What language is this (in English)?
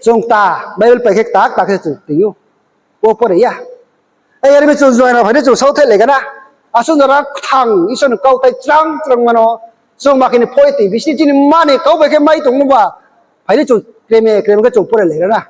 Riang (India)